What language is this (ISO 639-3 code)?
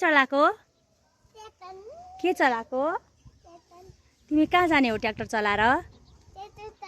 nep